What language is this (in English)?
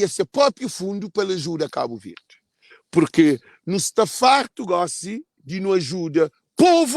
Kabuverdianu